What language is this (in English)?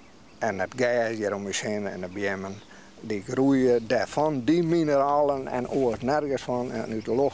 Western Frisian